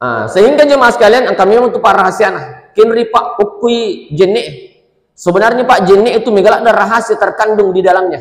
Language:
Buginese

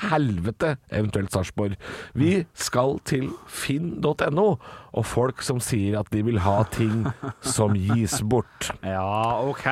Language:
Norwegian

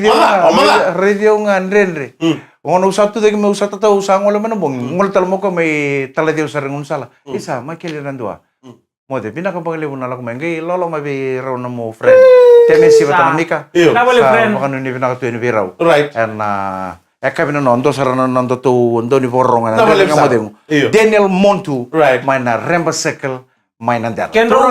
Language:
Fijian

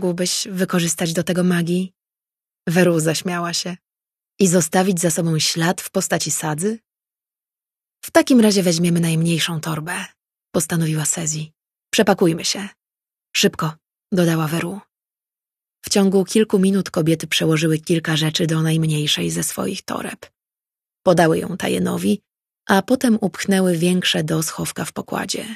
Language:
Polish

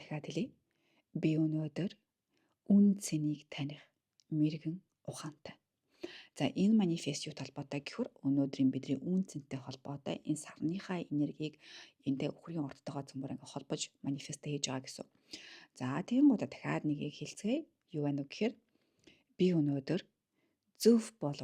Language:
Mongolian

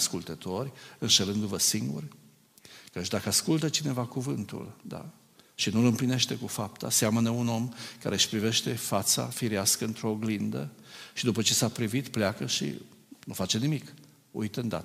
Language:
Romanian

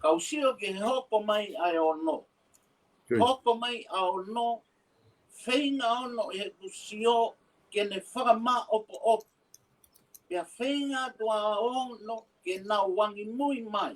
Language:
Tongan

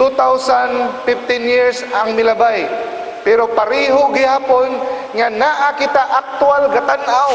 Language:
Cebuano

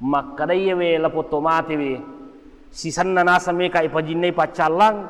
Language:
Buginese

